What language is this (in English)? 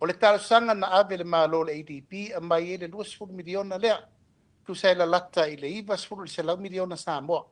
Samoan